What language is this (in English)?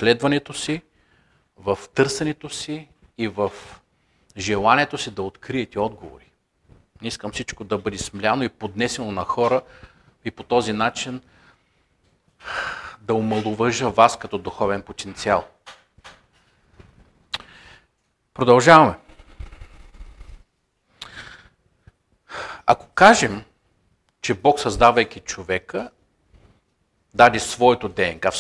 Bulgarian